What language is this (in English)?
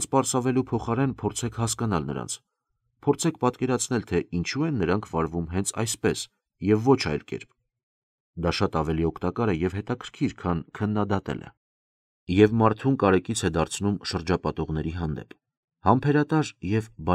Armenian